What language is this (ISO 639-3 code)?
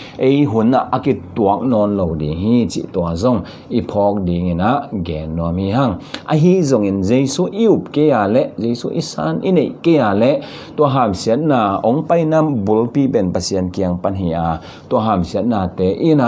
ctd